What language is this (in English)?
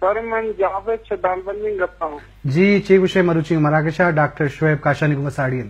Eastern Balochi